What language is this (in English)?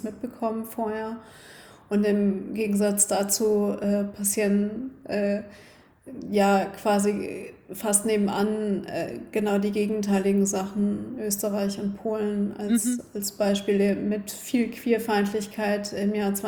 German